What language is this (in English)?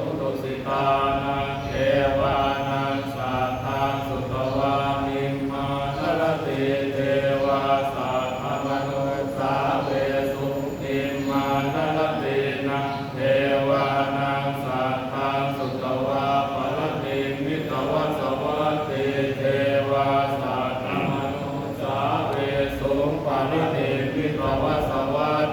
Pali